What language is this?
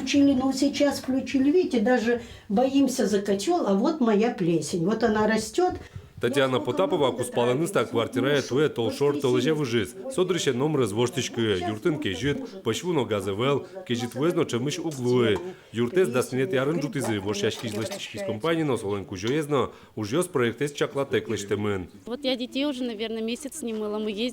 Udmurt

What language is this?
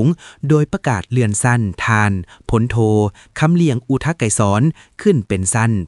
Lao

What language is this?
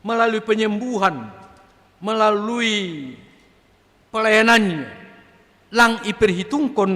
Batak Simalungun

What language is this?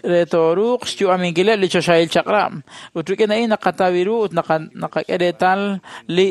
Kekchí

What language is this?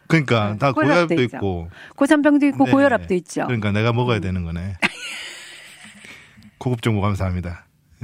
Korean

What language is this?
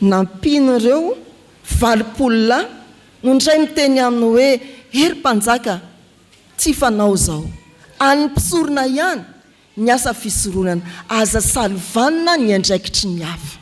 Malagasy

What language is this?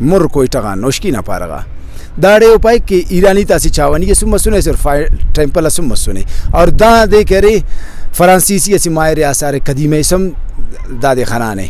Brahui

